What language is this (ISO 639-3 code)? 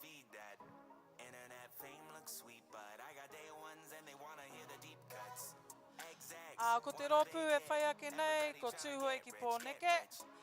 mri